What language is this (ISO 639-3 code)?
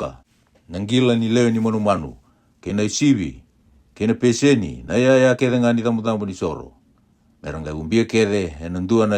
fij